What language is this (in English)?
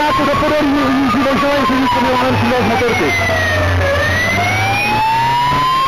Czech